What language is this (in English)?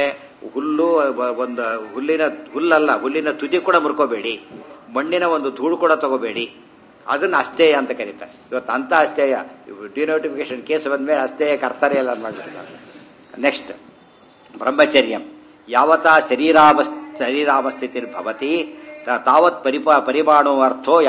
Kannada